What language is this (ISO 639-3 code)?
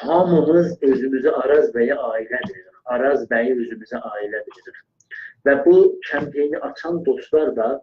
azb